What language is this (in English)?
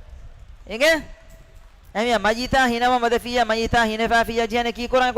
Divehi